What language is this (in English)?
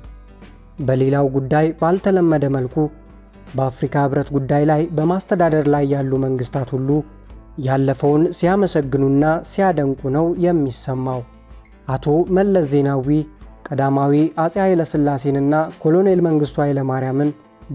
Amharic